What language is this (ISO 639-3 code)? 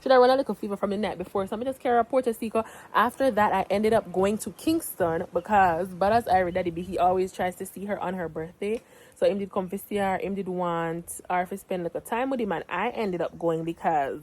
jam